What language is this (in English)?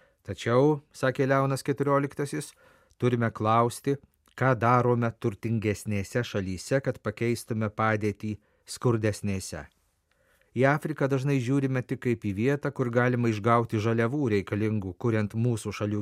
Lithuanian